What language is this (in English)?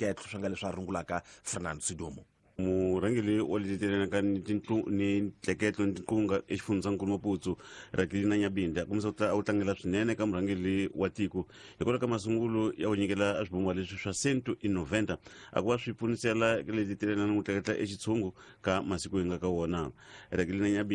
Tsonga